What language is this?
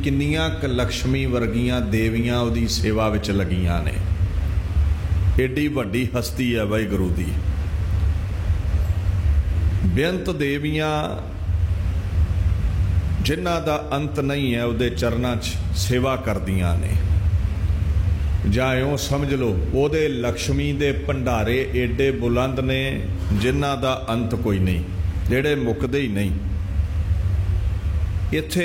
Punjabi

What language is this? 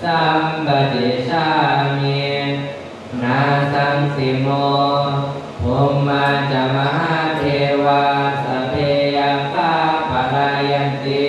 Pali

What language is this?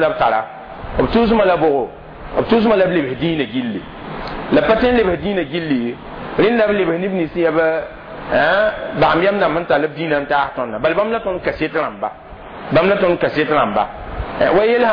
Mossi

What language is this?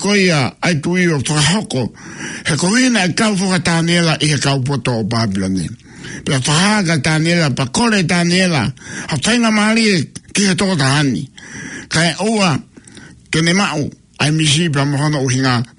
Tongan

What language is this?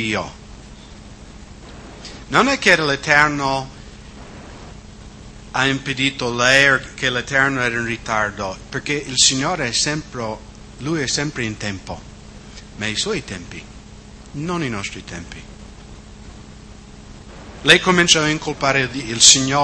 Italian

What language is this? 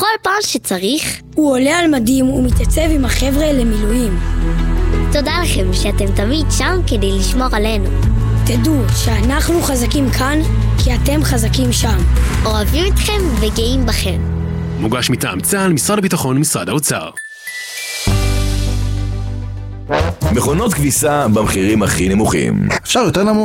Hebrew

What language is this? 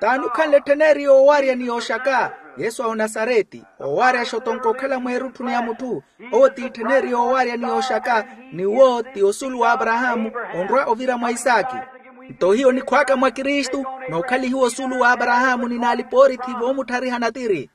Makhuwa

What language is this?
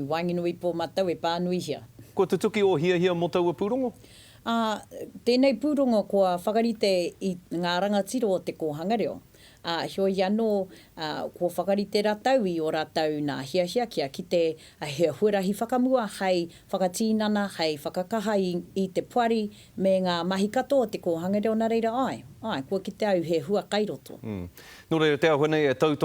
Māori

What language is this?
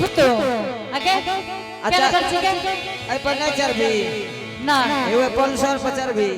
Angika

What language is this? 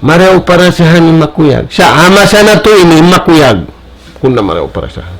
Tausug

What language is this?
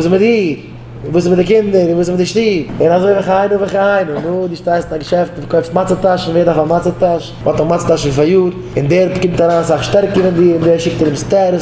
Yiddish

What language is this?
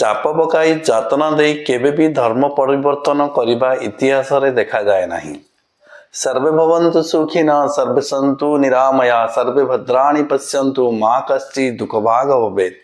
Odia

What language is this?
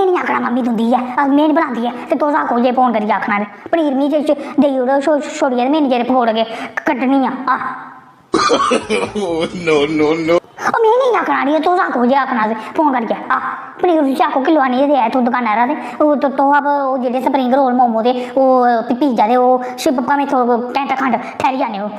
Dogri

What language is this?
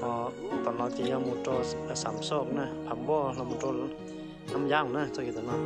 Hmong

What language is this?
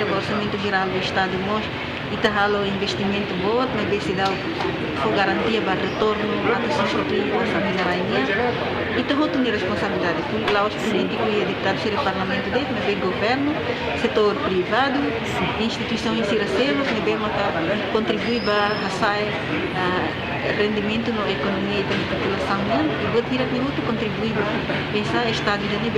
Tetum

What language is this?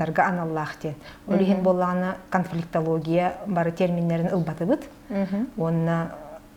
Yakut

